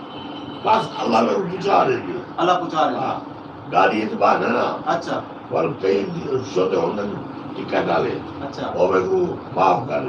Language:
Saraiki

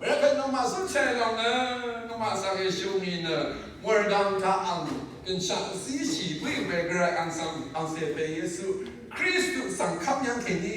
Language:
Rawang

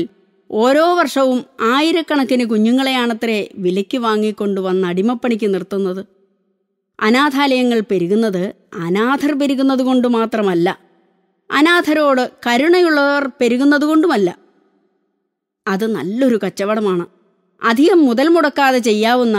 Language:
Malayalam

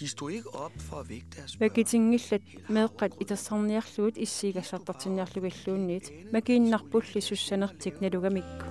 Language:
Kalaallisut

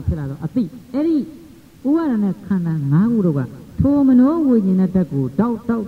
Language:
Burmese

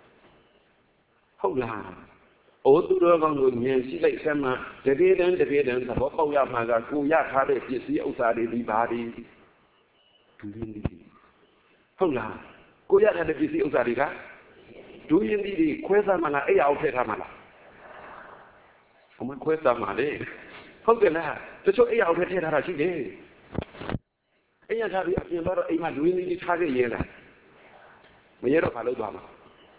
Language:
Burmese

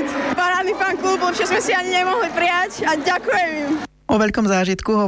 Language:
Slovak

